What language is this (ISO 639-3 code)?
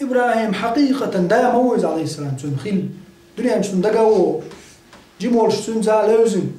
che